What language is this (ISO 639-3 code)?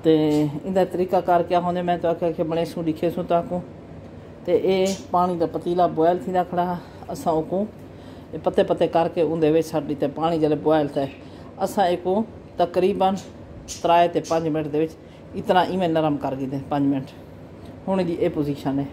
skr